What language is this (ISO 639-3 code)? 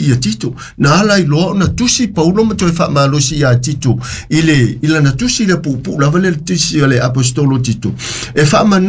smo